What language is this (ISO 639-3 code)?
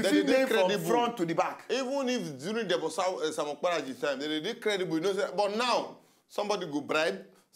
pcm